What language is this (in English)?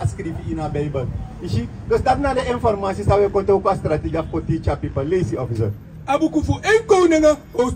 Sranan Tongo